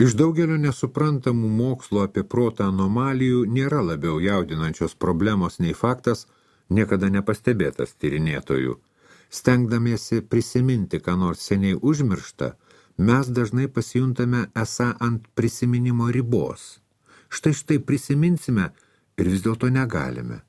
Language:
Lithuanian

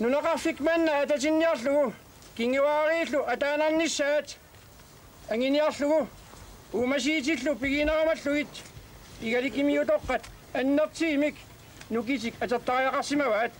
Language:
Kalaallisut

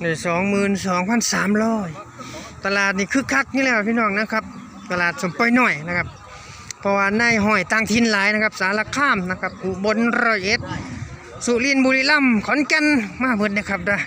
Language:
Northeastern Thai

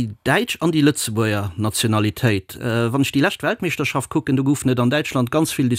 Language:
Luxembourgish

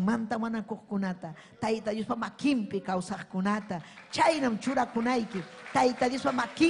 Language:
Ayacucho Quechua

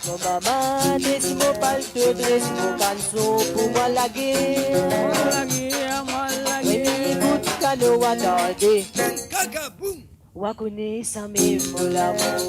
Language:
Morisyen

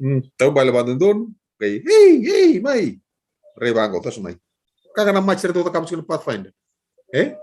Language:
Fijian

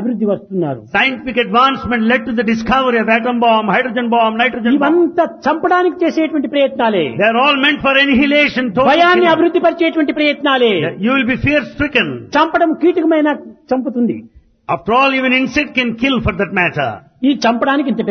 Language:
Telugu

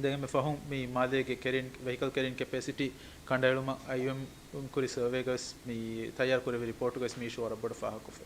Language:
Divehi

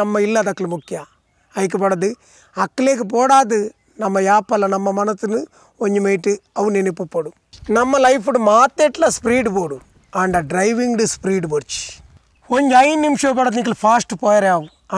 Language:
Tulu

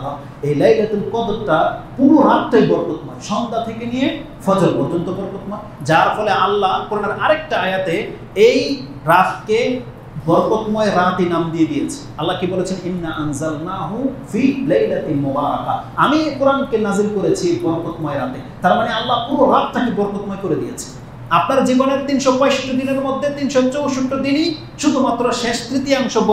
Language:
Bangla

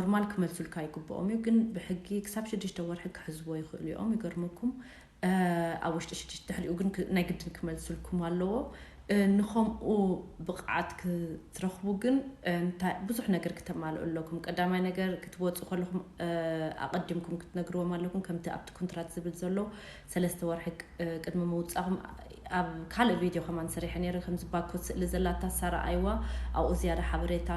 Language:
Tigrinya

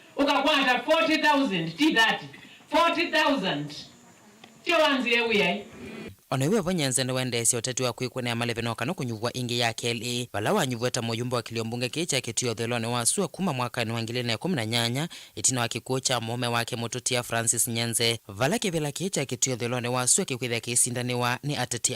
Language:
Kamba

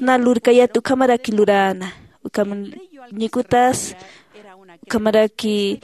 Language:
Aymara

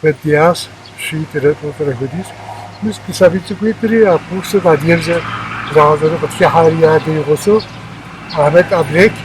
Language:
Kabardian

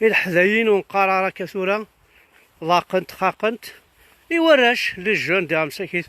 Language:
Kabyle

